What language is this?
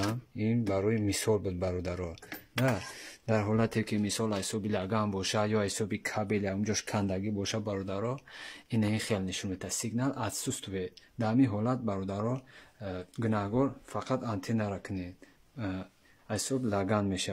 Tajik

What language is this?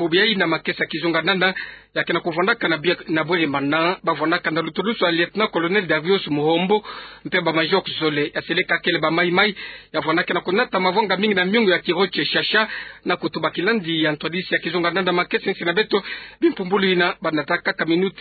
Kituba (Democratic Republic of Congo)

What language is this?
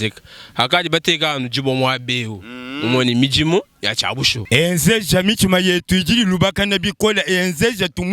Luba-Lulua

